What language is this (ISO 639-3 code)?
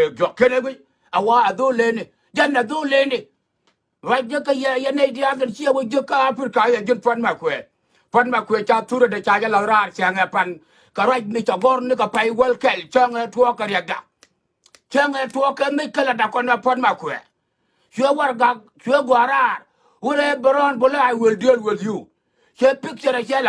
nus